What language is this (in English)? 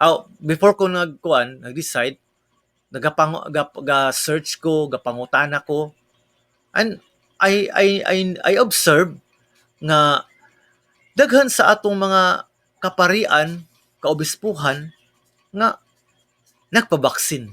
Cebuano